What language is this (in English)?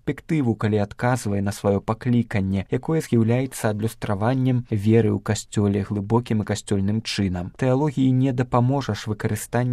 Belarusian